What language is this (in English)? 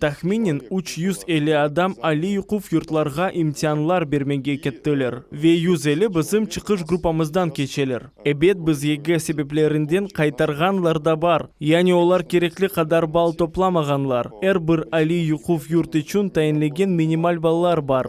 Crimean Tatar